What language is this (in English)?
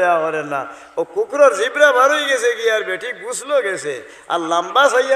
Sylheti